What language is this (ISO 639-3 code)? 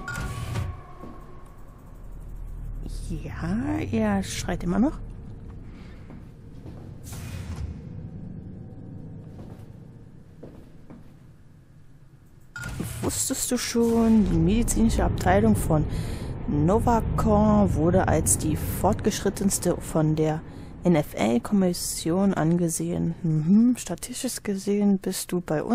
deu